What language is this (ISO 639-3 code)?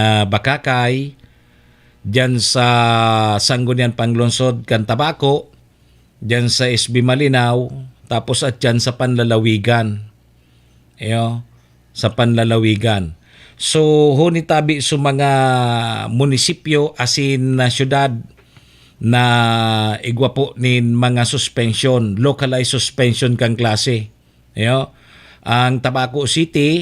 bik